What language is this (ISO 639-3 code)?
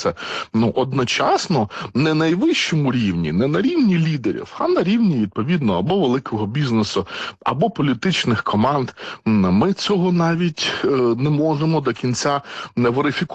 ukr